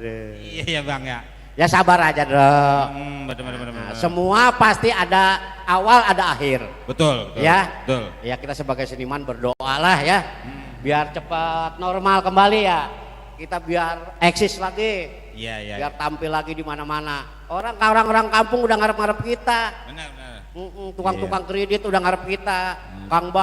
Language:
Betawi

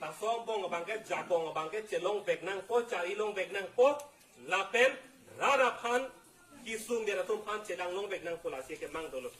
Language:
Karbi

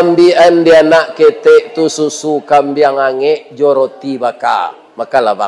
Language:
Minangkabau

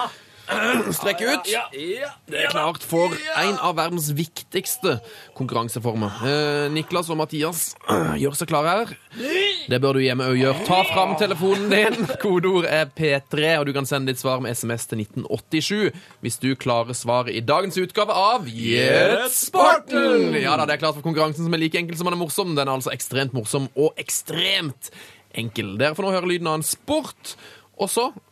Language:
Norwegian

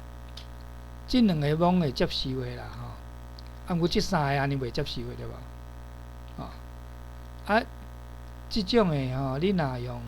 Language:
Min Nan Chinese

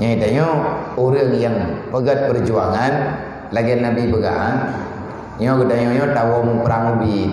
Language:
Achinese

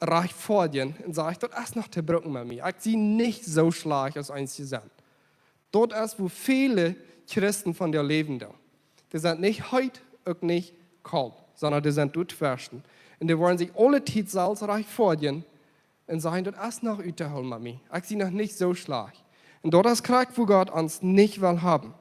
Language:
Plautdietsch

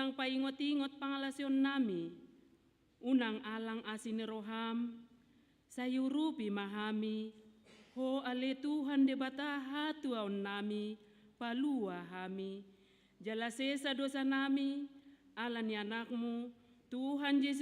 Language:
Batak Toba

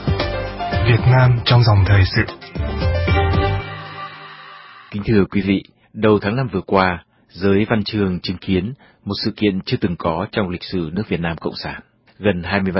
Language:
Vietnamese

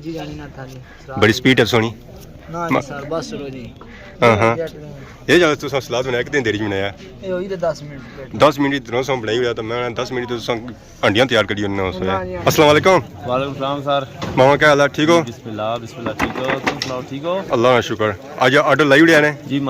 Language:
Pahari-Potwari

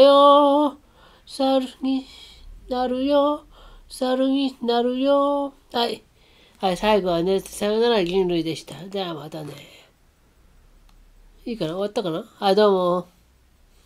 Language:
Japanese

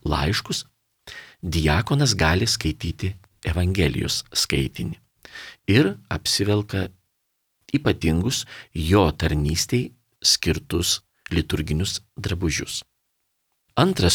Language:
Lithuanian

